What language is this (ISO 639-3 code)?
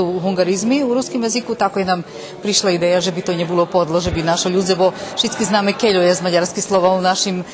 rue